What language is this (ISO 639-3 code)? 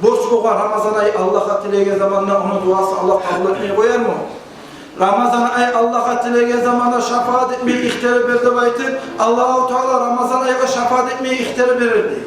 kum